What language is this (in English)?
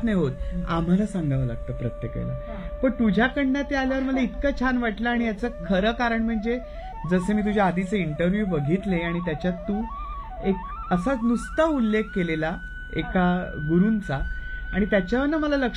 Marathi